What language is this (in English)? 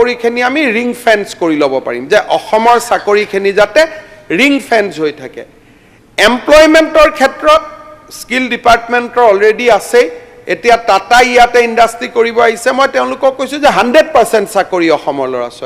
Assamese